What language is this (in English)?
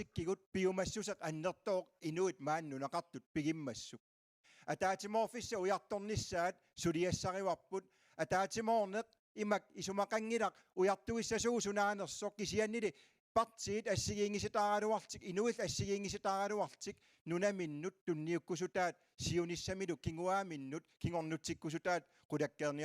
Kalaallisut